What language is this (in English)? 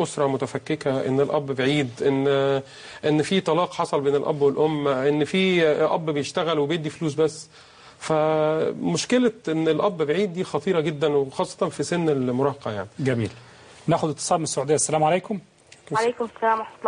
Egyptian Arabic